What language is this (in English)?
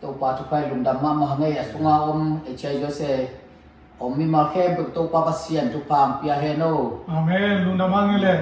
Tedim Chin